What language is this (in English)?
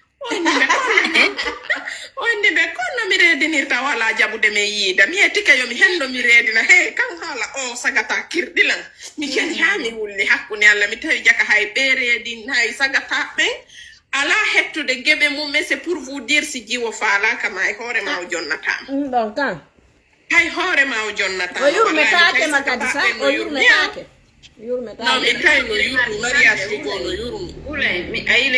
Fula